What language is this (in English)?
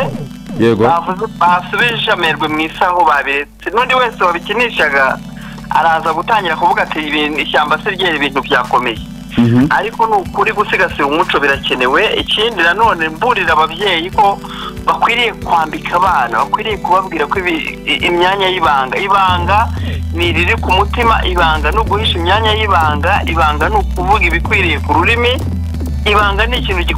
Kinyarwanda